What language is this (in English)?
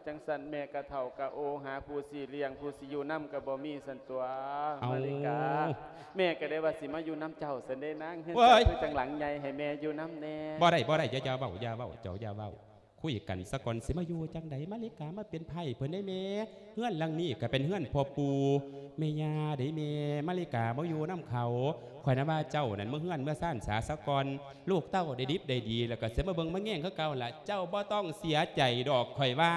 Lao